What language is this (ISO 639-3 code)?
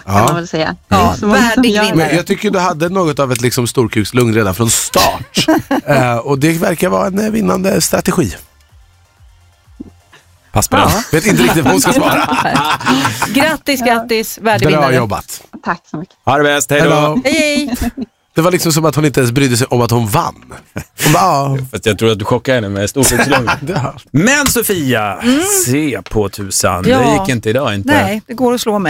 swe